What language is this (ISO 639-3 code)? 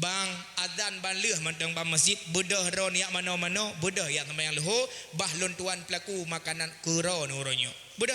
ace